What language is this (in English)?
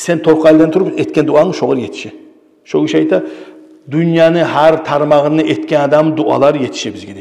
Kumyk